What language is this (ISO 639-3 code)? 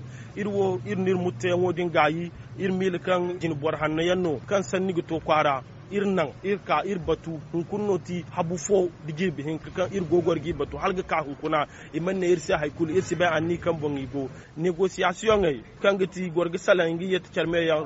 dje